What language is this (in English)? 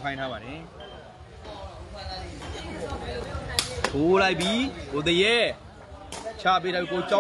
Burmese